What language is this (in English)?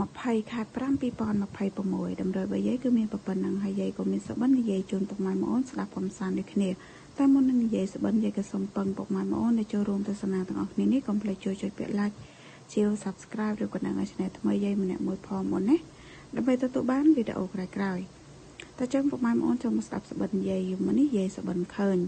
Khmer